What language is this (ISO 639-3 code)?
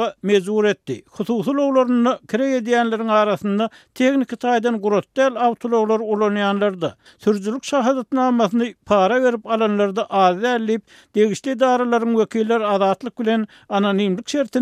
tuk